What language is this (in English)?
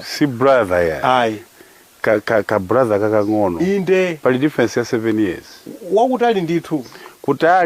Nyanja